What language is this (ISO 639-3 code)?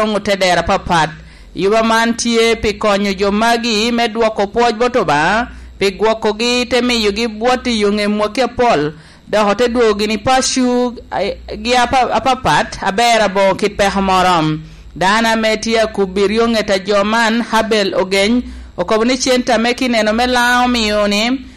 laj